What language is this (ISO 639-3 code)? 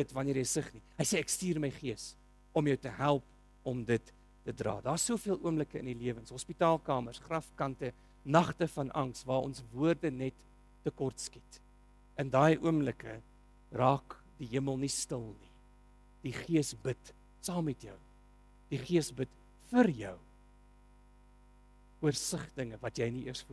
afr